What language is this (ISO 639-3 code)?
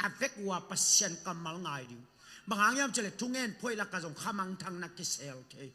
ctd